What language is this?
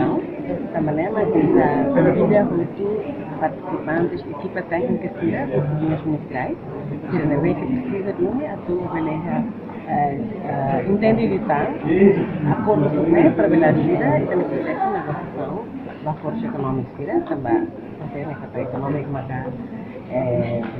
Tetum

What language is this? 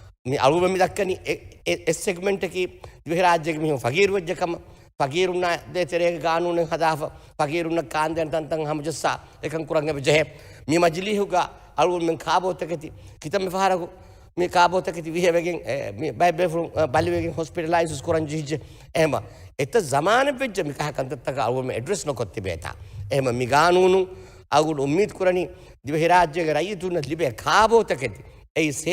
Divehi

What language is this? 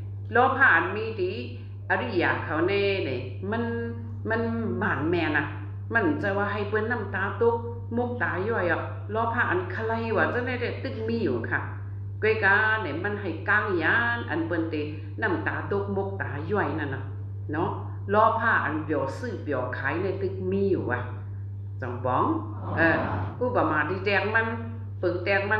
Shan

